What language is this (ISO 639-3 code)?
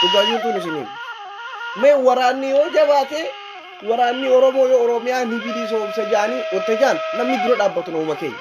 orm